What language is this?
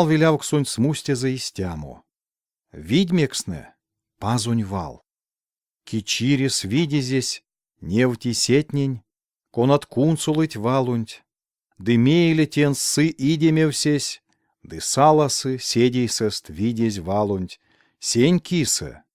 Erzya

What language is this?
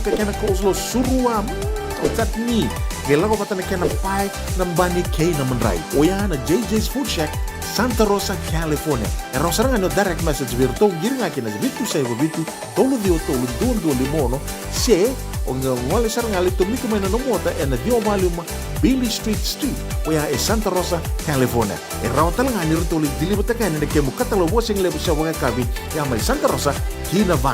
Fijian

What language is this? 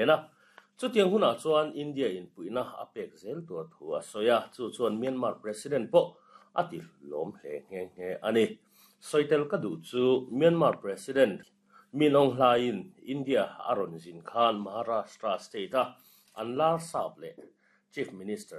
Mizo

